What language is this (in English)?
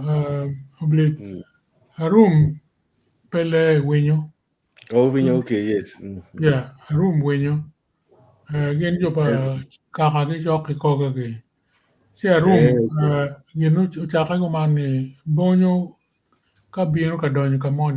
Acoli